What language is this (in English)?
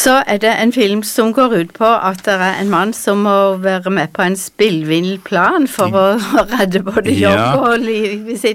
Norwegian